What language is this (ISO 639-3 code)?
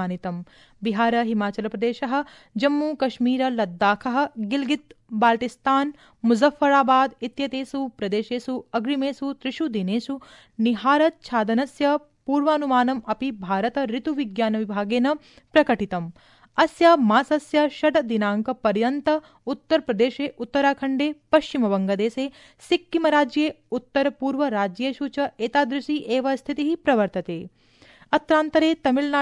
san